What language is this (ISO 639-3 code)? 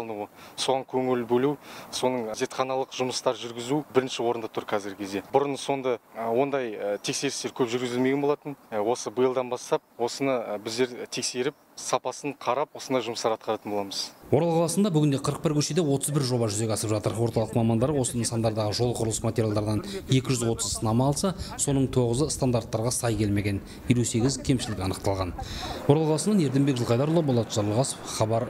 kaz